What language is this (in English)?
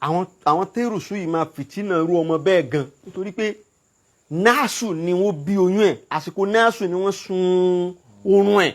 Yoruba